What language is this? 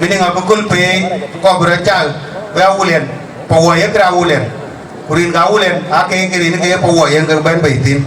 Dinka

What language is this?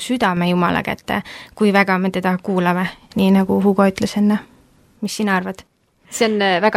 Estonian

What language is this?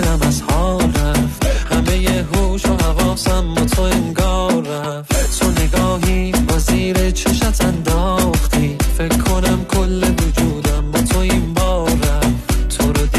Persian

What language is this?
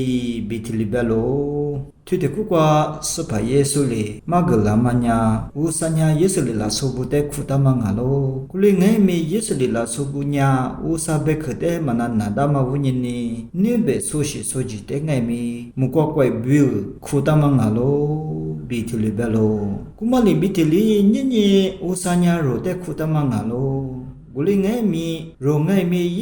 Lisu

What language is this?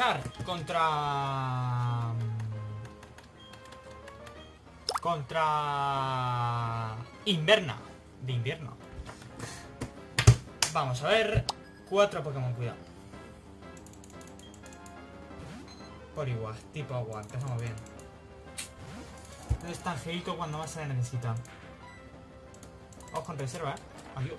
Spanish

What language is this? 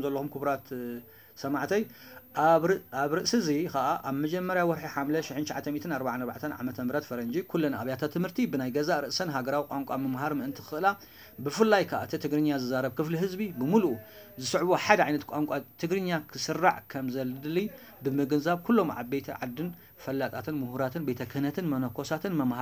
Tigrinya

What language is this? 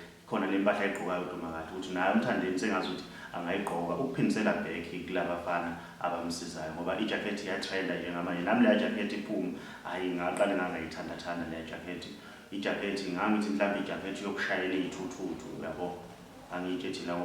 Zulu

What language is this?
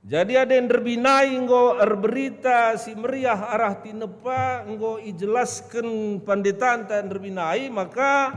Batak Karo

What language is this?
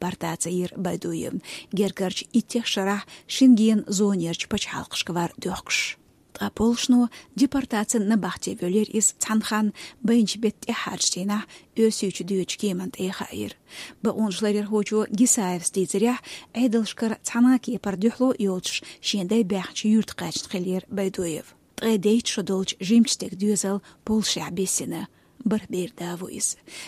Chechen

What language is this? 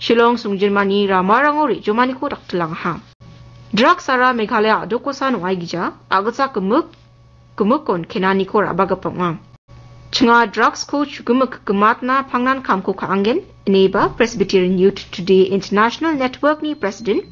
Garo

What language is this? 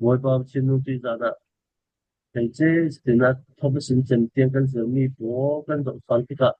Falam Chin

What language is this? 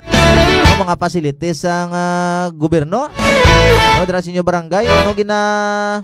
Hiligaynon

